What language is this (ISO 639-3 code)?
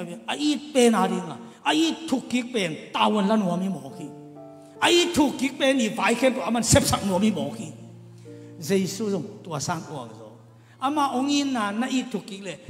ctd